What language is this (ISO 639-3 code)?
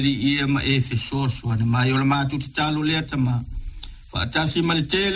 smo